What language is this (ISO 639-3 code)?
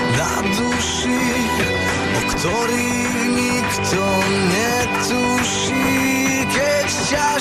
slk